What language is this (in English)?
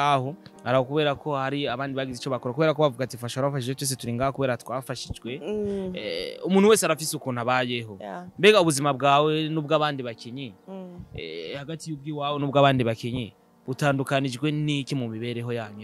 Rundi